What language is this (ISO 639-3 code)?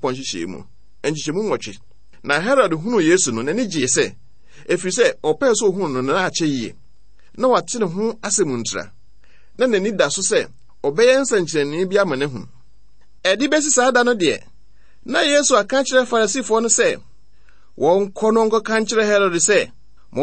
aka